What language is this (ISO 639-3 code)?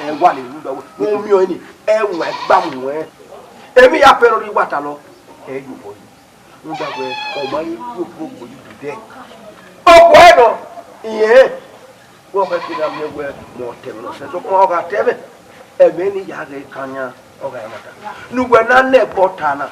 bin